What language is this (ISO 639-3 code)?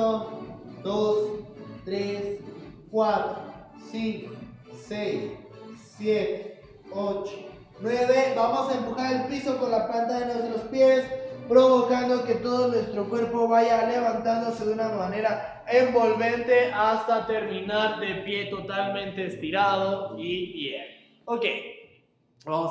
spa